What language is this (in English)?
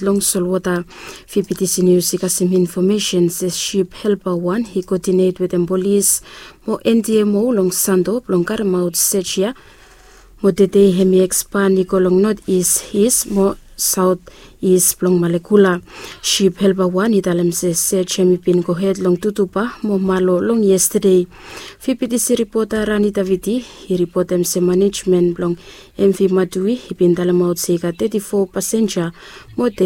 Bislama